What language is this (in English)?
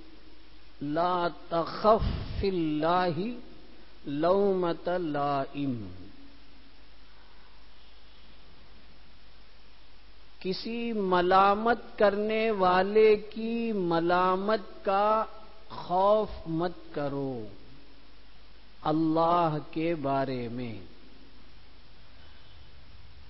Urdu